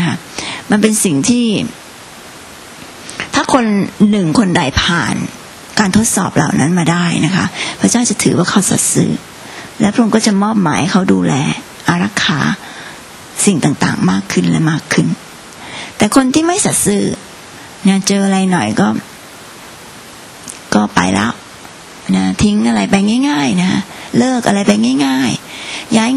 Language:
Thai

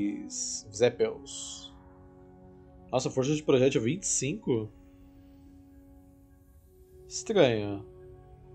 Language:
Portuguese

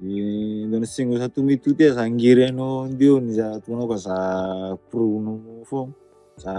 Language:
Fijian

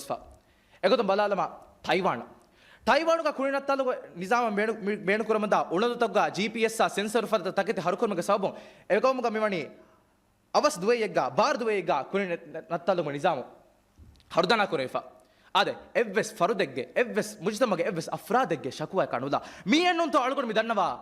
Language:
Divehi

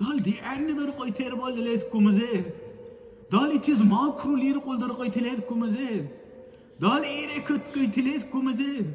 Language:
Dargwa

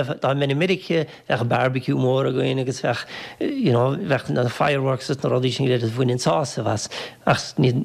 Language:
Irish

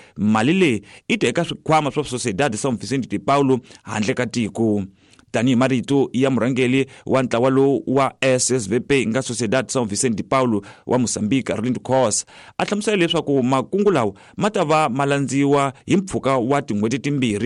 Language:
Tsonga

